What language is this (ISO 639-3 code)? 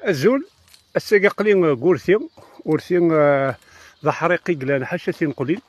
kab